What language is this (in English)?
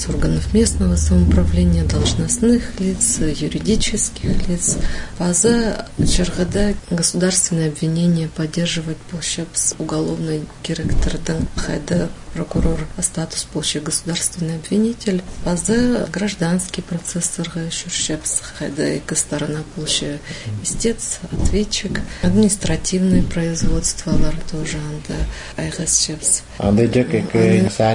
Khakas